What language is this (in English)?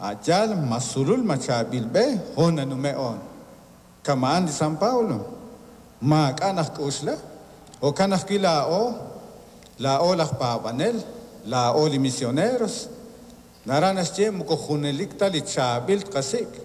Kekchí